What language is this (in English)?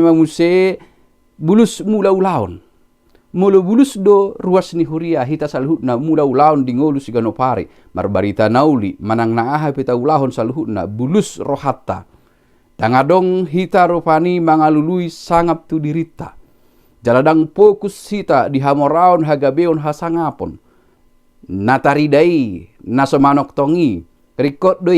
Batak Toba